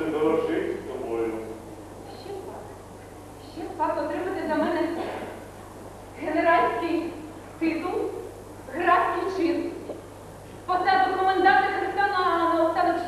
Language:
Ukrainian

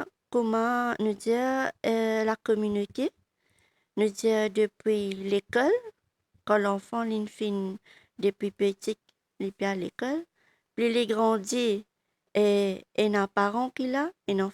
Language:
Morisyen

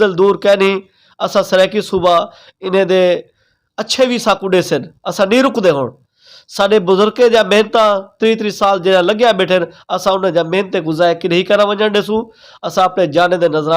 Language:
Saraiki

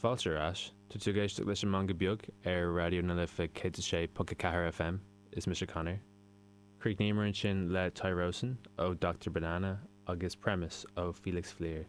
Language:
Irish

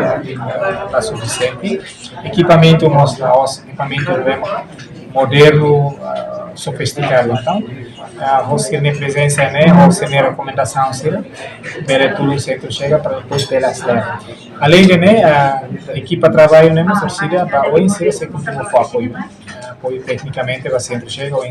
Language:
Tetum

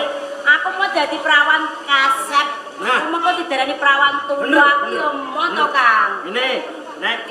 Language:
Javanese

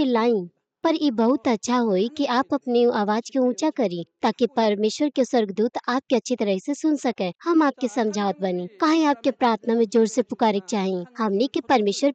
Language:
Bhojpuri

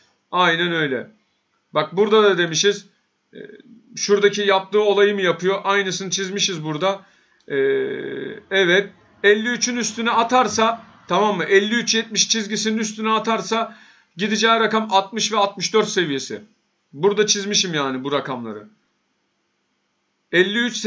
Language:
Turkish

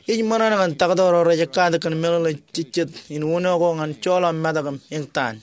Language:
Marshallese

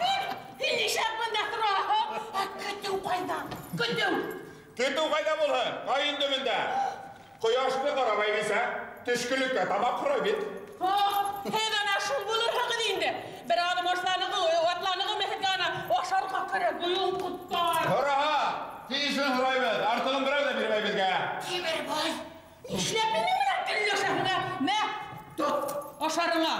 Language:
Bashkir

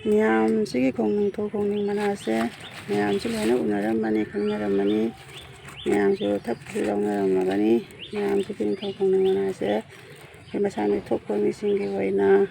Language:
Manipuri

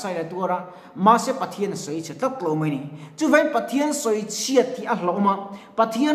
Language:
Mizo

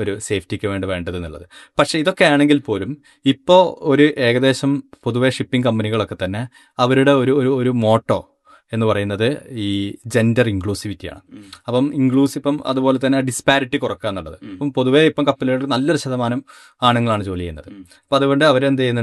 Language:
Malayalam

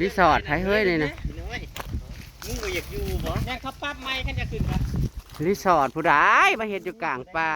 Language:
Northeastern Thai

